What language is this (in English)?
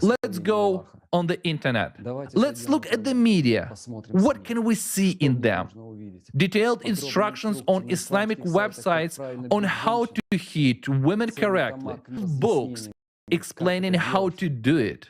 Nyanja